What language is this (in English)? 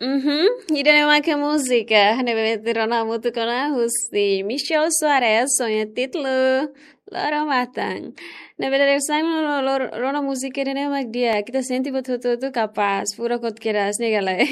Tetum